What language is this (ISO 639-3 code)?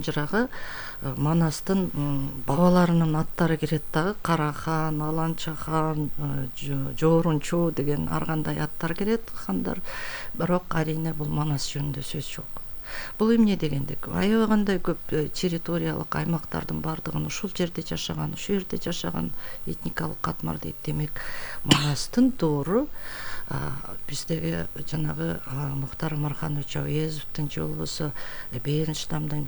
kir